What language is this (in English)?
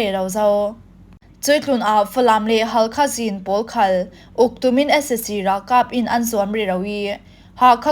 Falam Chin